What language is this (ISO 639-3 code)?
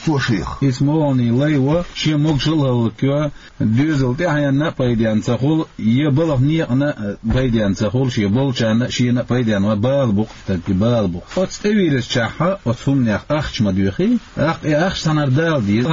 che